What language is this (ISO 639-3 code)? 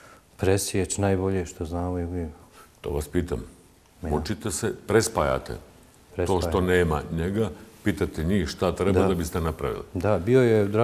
bos